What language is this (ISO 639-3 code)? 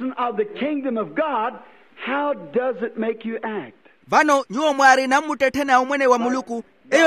vmw